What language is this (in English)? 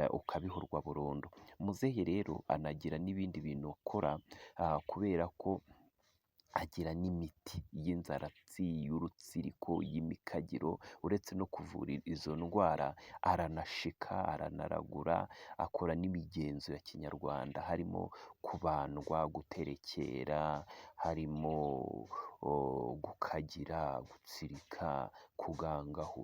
Kinyarwanda